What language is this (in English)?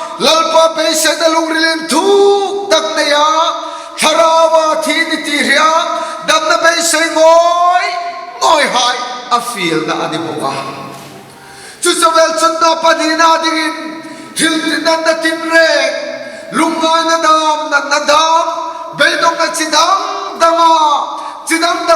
Hmar